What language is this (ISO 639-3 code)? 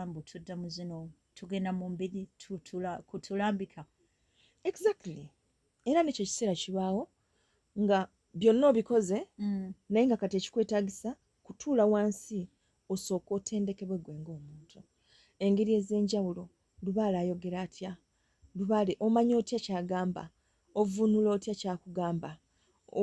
lug